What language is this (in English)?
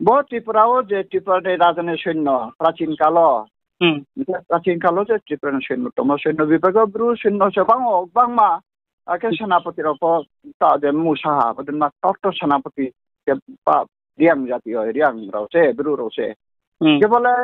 Riang (India)